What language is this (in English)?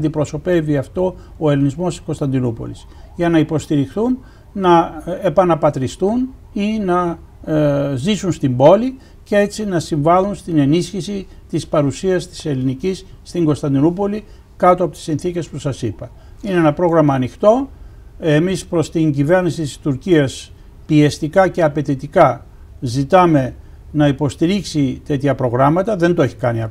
Greek